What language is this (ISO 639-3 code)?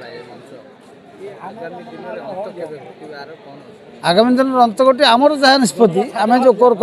ori